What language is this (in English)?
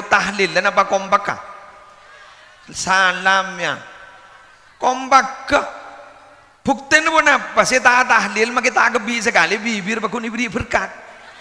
Madurese